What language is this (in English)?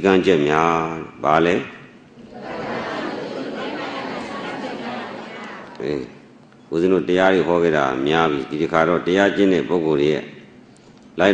Burmese